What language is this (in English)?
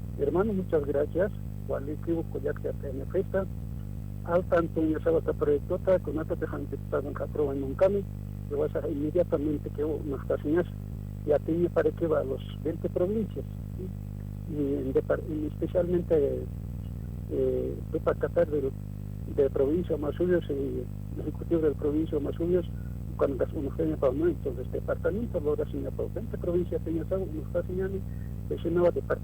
Aymara